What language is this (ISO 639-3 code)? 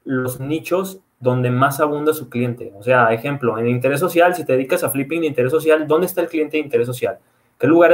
spa